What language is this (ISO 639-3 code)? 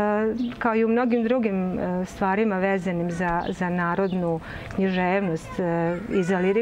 srp